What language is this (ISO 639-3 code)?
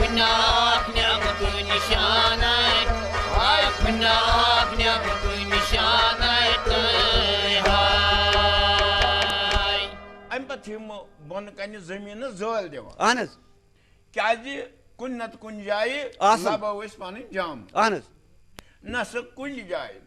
kas